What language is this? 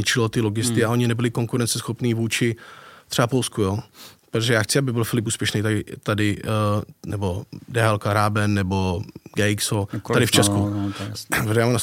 Czech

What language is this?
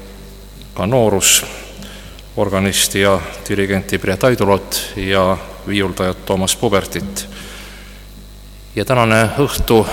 Estonian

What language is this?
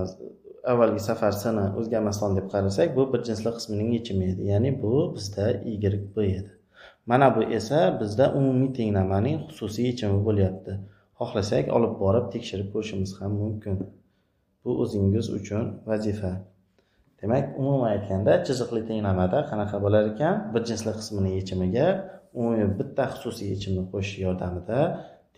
Uzbek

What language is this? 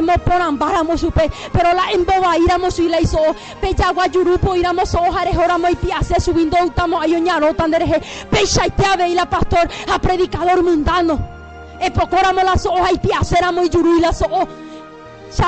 Guarani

